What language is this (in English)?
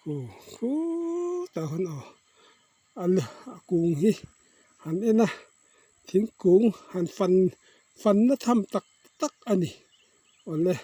Mizo